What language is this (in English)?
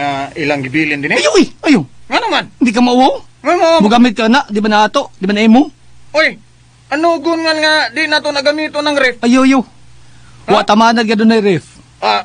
Cebuano